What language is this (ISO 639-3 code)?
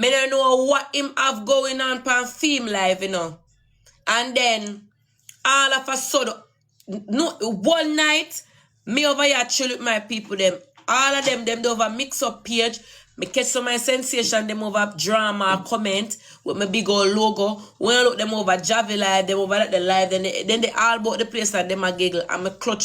jam